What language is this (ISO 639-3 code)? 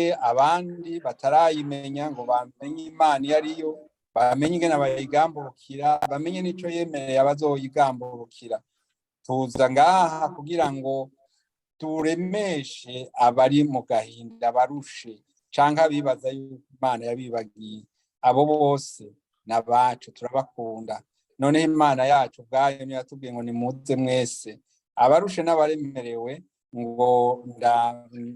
run